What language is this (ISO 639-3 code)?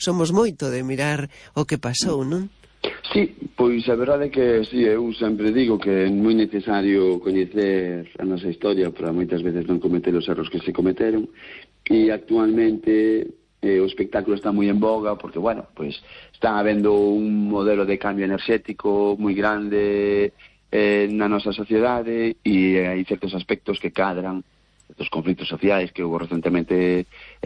glg